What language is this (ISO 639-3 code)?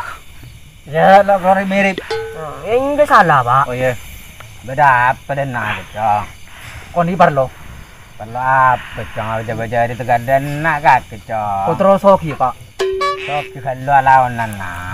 mad